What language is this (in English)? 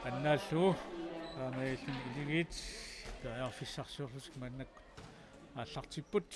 Kalaallisut